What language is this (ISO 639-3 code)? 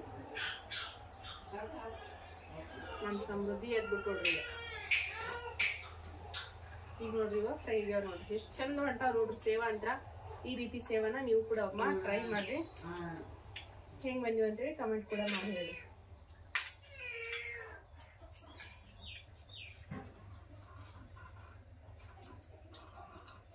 kan